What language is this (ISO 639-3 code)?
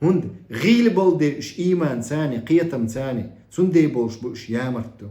che